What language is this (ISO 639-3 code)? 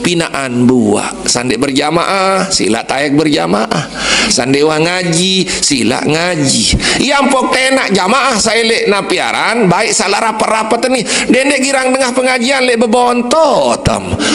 sas